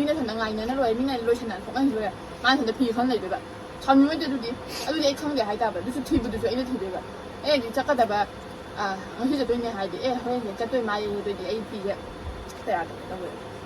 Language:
Manipuri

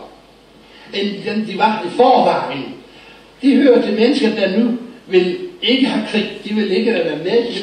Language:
Danish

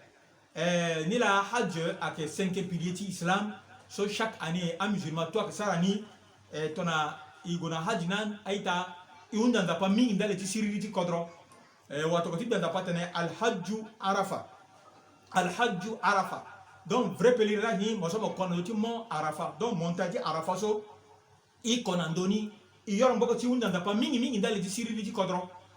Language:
Sango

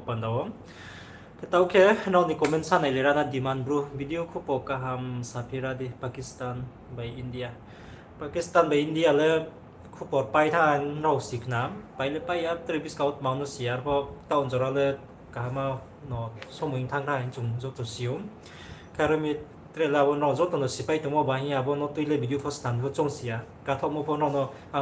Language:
Riang (India)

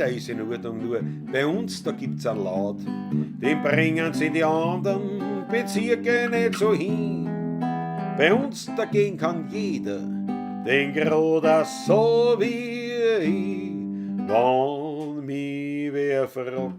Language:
Bavarian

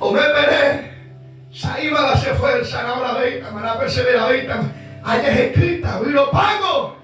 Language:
Guarani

